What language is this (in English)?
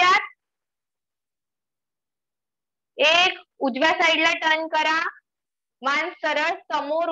Marathi